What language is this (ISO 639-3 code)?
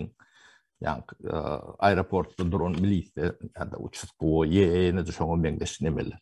tuk